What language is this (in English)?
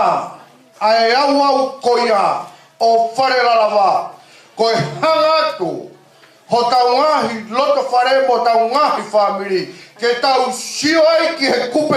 Tongan